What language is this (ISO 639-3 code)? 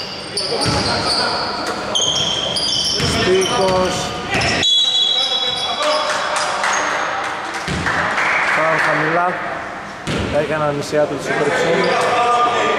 ell